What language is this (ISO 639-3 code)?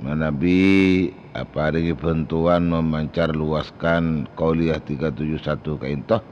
mad